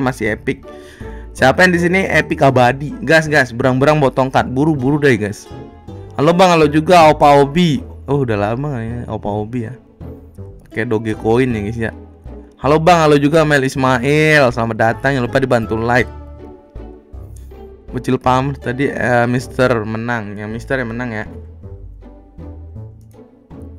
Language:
Indonesian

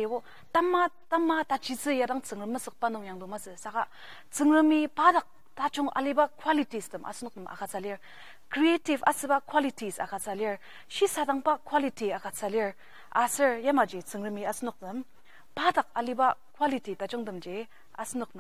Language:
Ao Naga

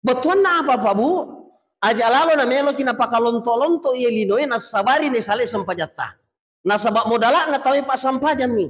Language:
Buginese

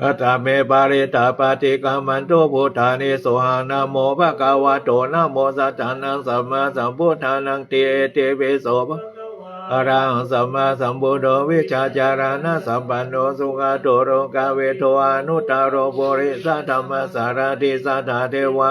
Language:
Pali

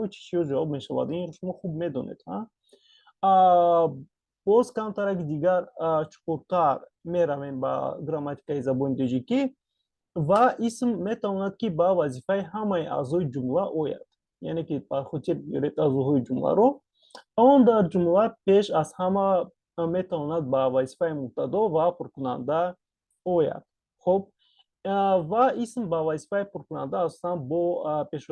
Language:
Tajik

